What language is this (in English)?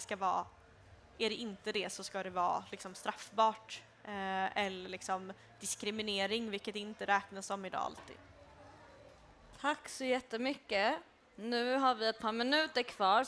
Swedish